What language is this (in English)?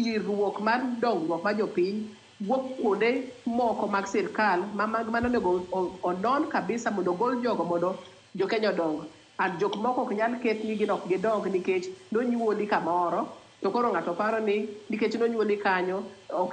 Luo (Kenya and Tanzania)